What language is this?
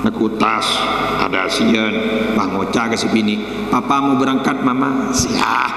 Madurese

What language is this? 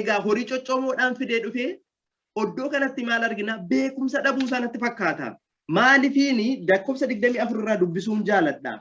Oromo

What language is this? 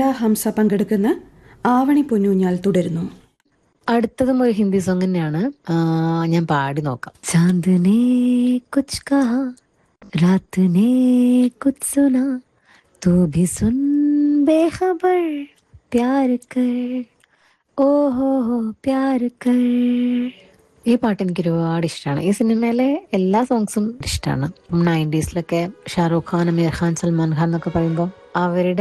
Malayalam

